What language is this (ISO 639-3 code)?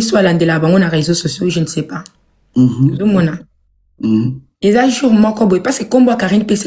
lin